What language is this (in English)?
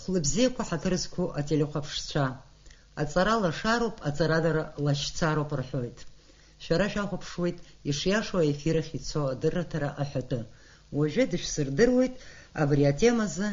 Abkhazian